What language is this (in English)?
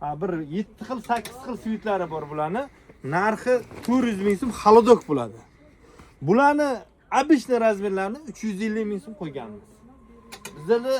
Uzbek